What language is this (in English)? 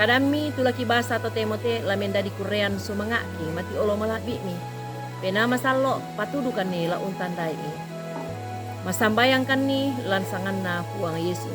Toraja-Sa'dan